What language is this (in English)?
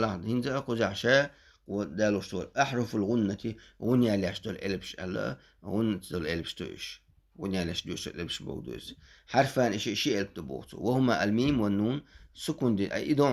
Chechen